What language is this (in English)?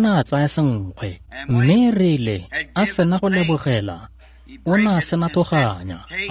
Tswana